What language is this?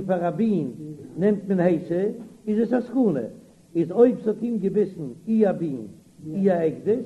Yiddish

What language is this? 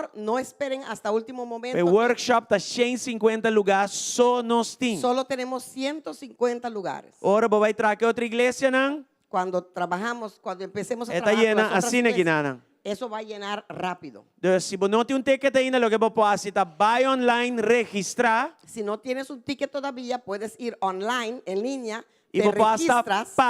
Papiamento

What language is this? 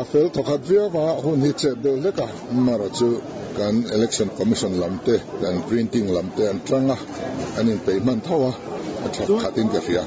Mizo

